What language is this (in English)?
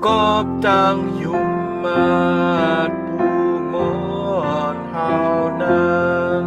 Shan